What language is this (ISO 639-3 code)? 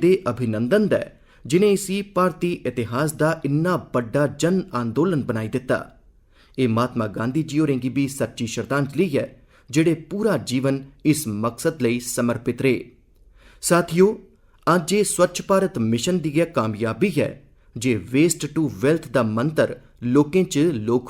doi